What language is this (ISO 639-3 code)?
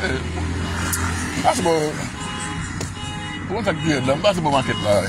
hat